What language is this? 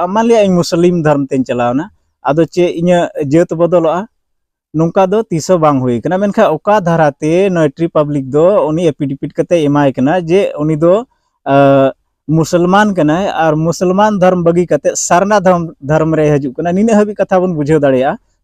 Santali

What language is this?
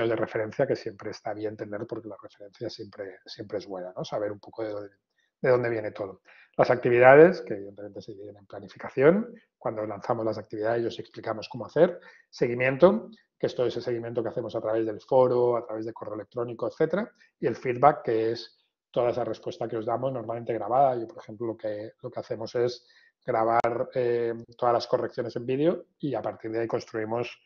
Spanish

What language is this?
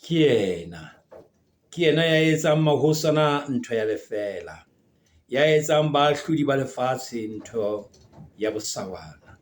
Southern Sotho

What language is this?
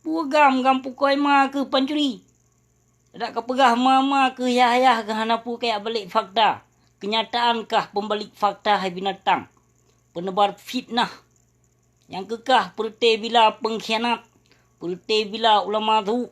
Achinese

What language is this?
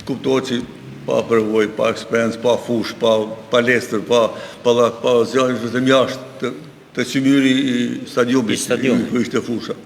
Albanian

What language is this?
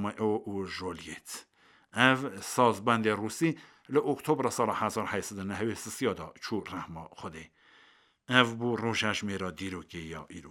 Kurdish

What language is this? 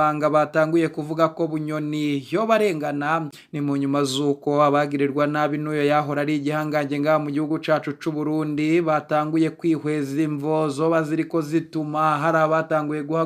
Rundi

